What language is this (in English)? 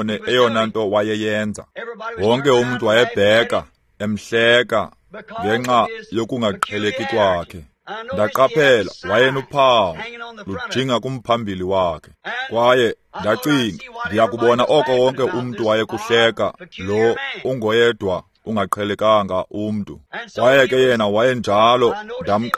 Xhosa